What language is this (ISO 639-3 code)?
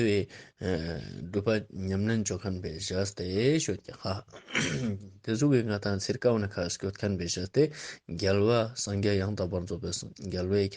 lbj